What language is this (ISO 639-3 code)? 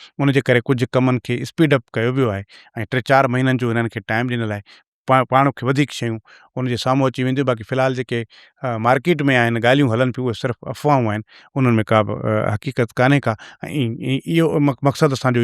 snd